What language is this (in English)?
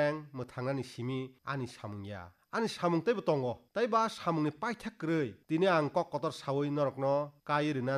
Kok Borok